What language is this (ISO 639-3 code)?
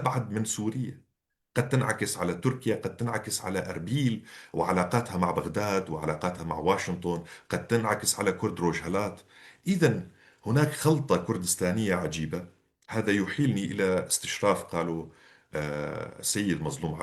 apc